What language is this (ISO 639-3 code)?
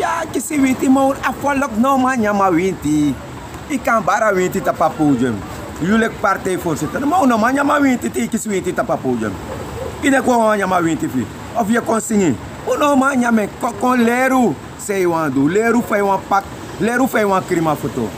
srn